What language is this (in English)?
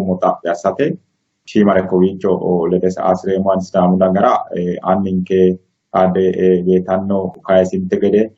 Sidamo